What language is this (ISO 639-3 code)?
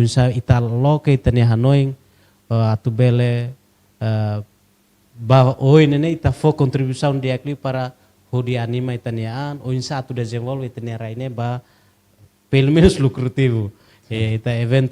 tet